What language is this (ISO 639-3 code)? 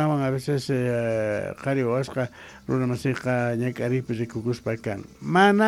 que